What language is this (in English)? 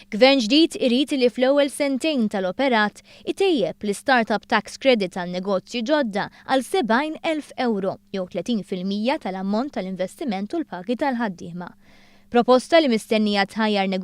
Maltese